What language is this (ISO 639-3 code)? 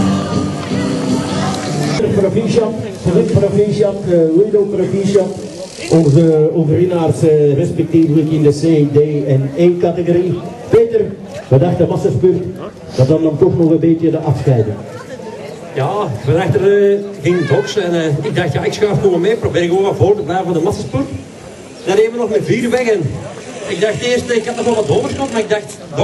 nld